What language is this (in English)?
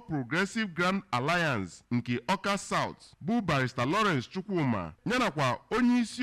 Igbo